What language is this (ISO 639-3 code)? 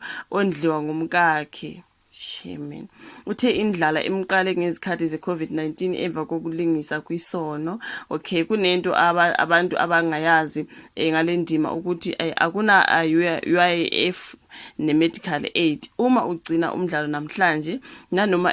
zul